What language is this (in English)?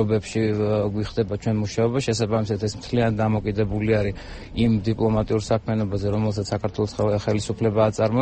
Georgian